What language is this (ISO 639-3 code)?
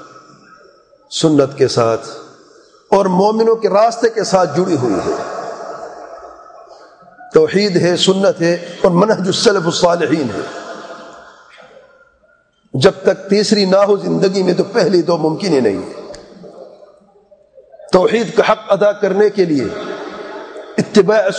urd